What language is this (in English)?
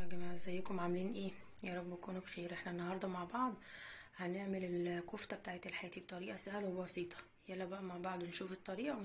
Egyptian Arabic